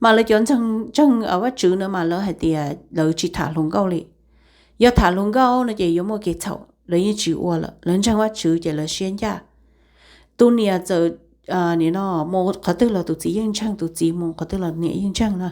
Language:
Hmong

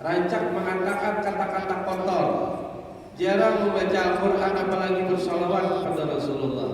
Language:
Banjar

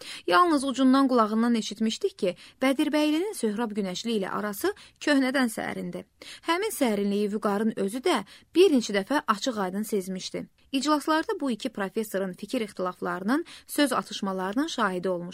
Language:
Azerbaijani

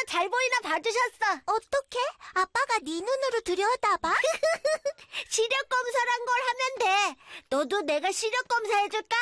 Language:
Korean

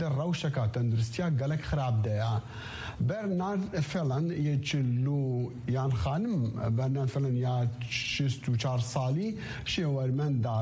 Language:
Kurdish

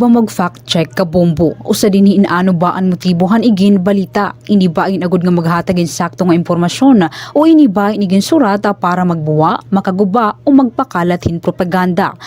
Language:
Waray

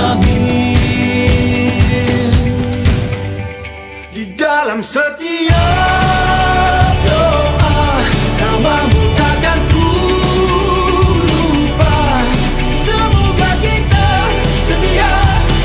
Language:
Malay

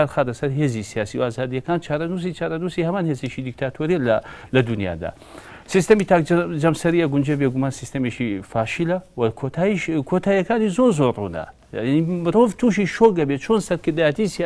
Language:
Central Kurdish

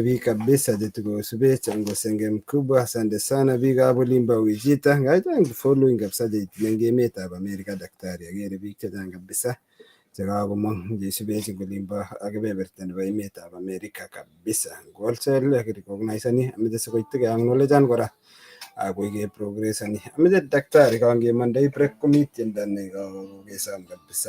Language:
Kalenjin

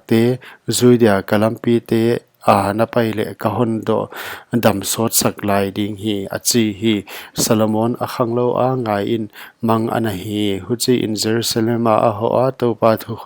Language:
Paite Chin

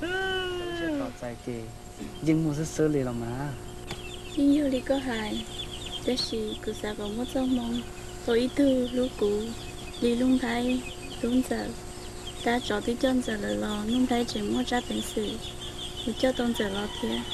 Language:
Hmong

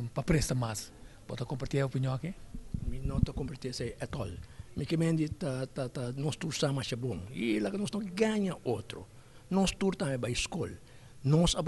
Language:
Papiamento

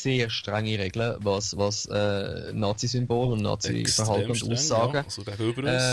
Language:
Swiss German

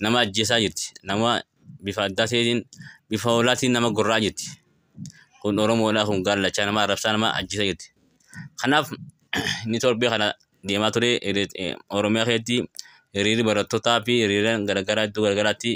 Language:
Oromo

